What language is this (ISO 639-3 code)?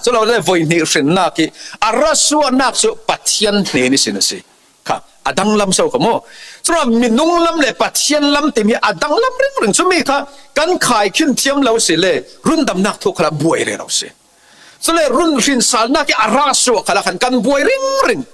cfm